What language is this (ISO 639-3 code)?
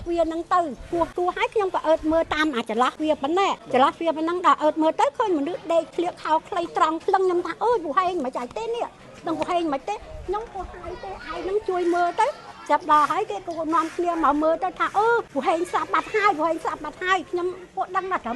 khm